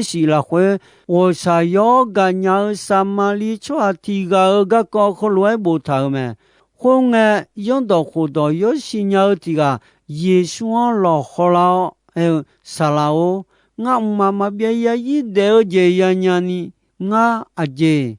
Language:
Akha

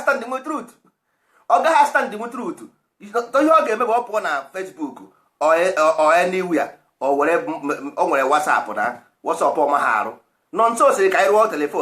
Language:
Igbo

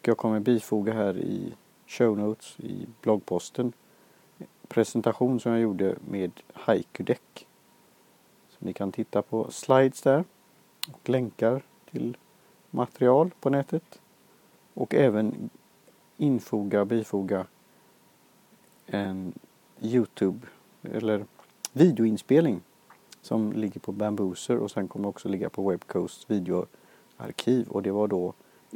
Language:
Swedish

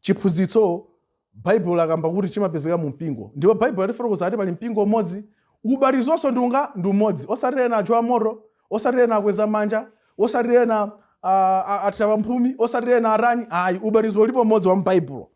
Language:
Nyanja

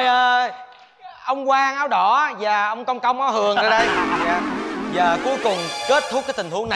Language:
Vietnamese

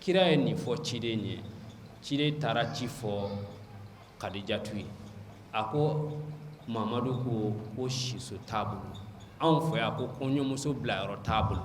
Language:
Bambara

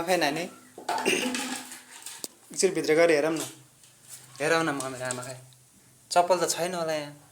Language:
Nepali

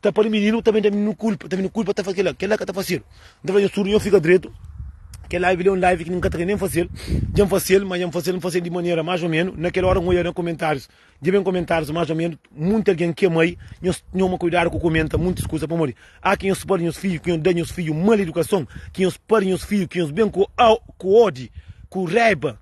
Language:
Kabuverdianu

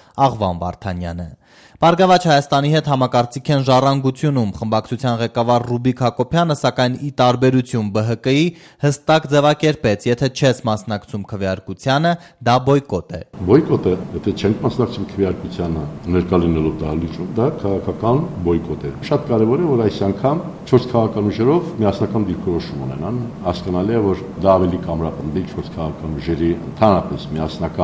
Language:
Armenian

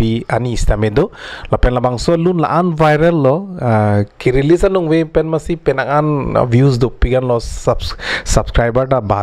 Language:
Karbi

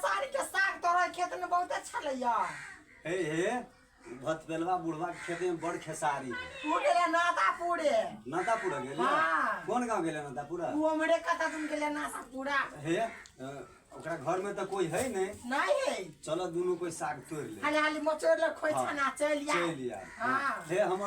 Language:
Maithili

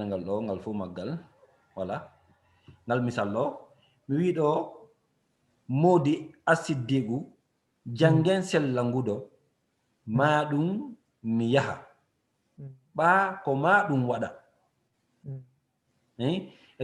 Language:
Fula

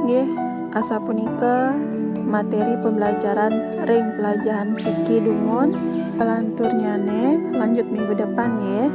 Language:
Balinese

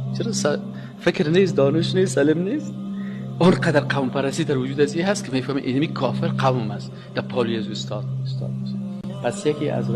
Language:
Persian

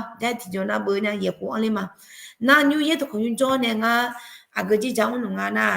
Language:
Akha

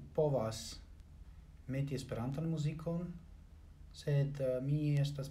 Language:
Esperanto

